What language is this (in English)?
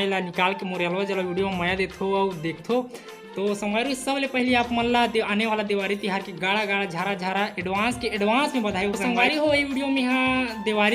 Chhattisgarhi